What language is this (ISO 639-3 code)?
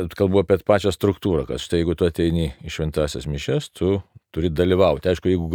lit